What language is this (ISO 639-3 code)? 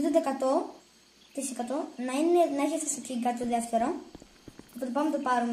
ell